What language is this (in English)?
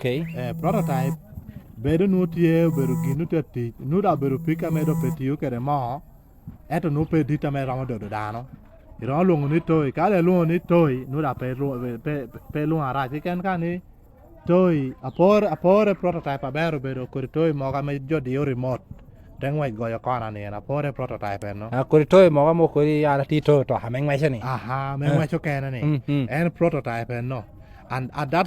Lango (Uganda)